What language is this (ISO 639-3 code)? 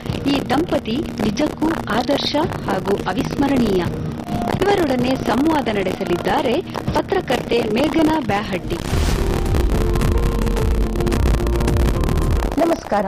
kan